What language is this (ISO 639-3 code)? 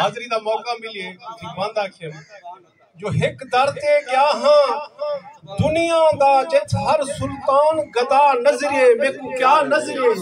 skr